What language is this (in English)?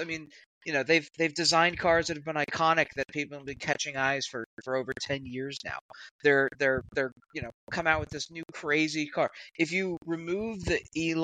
English